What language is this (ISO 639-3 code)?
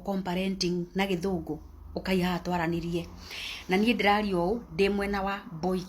kik